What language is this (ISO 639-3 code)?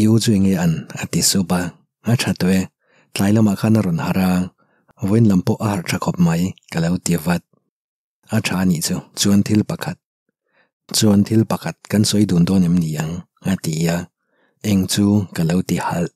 lus